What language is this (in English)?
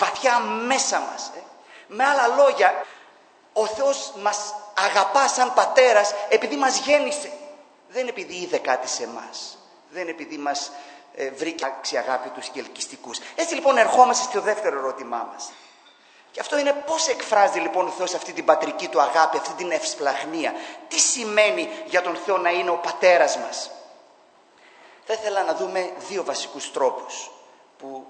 Greek